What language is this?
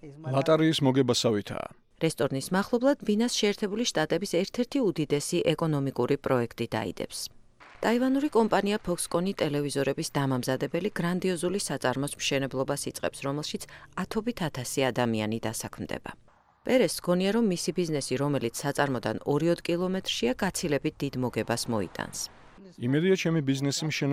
Georgian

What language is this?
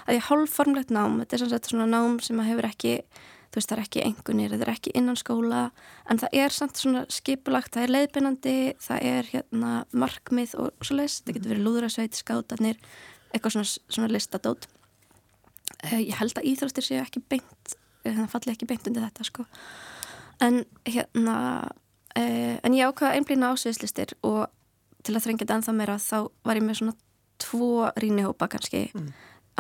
Icelandic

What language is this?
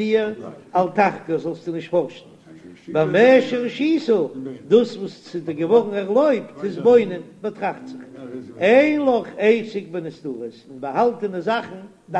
Yiddish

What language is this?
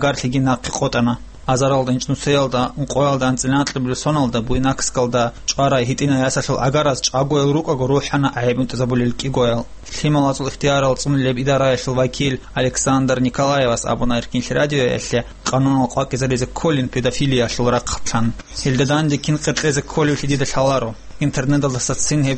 Avaric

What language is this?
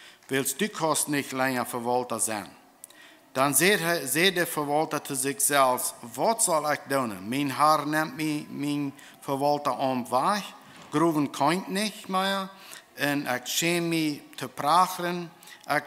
Plautdietsch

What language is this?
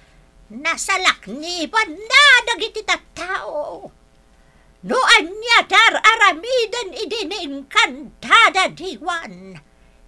Iloko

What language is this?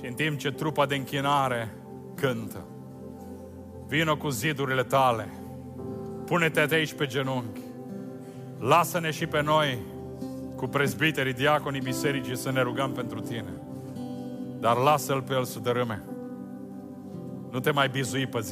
Romanian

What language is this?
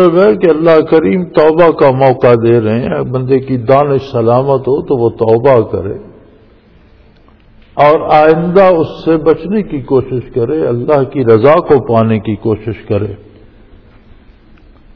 Urdu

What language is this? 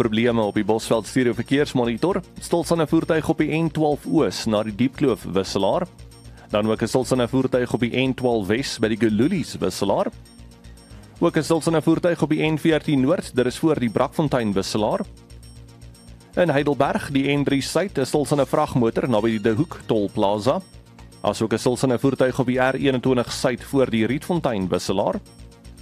Afrikaans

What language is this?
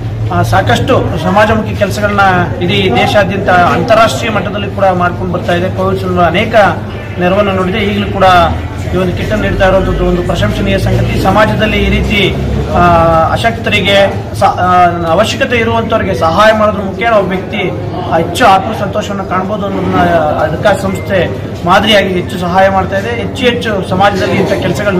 Kannada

